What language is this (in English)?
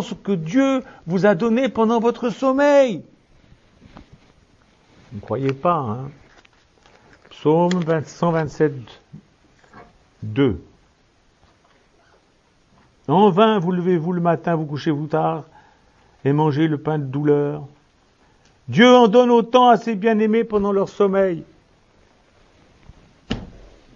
French